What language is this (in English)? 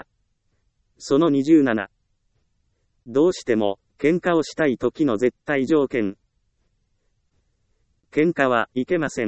Japanese